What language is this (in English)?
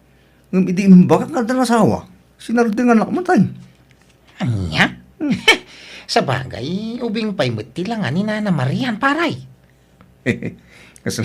Iloko